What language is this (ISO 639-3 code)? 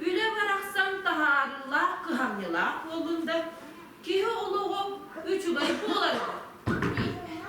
sah